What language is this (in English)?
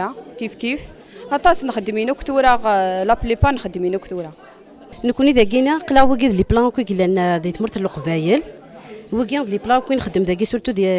Kabyle